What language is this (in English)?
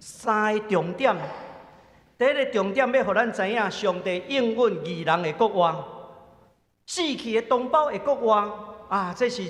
Min Nan Chinese